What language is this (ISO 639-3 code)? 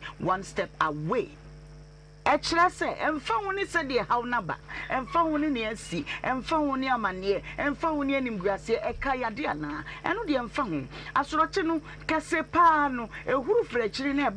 aka